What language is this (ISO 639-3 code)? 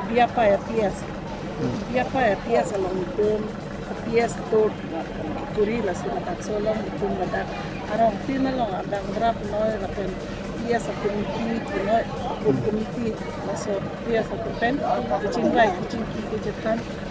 mjw